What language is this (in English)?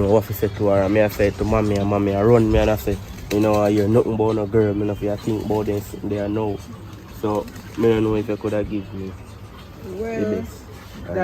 Jamaican Creole English